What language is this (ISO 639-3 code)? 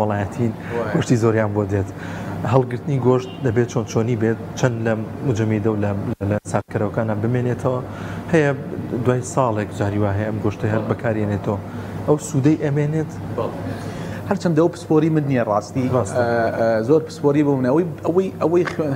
ckb